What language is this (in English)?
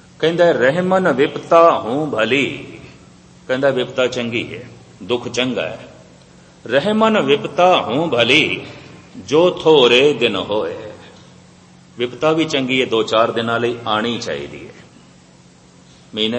Punjabi